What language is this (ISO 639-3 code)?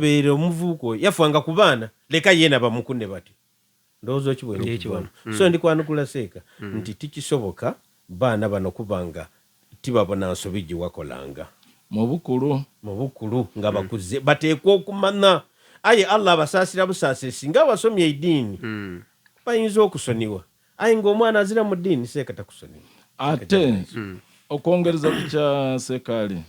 xog